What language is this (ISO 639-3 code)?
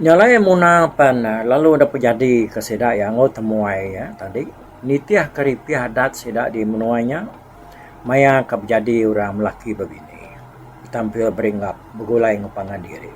iba